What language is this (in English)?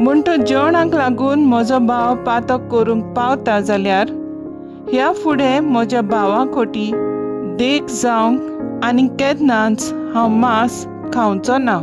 Konkani